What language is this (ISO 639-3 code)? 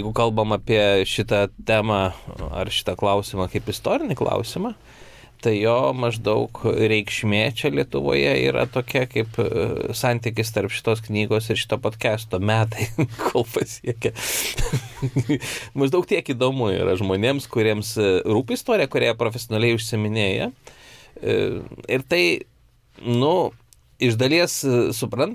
lit